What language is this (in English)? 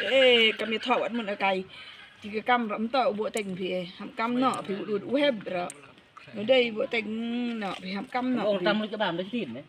Khasi